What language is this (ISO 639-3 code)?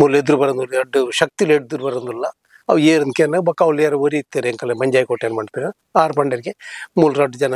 tcy